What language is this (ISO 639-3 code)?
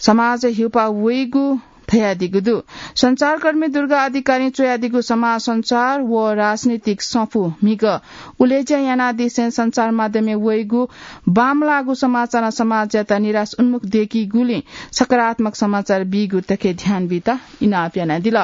new